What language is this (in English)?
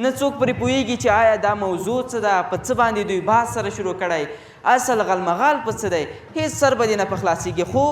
Pashto